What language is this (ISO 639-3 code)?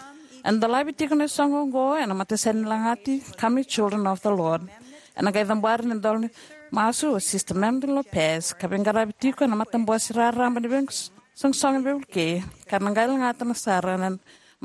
fij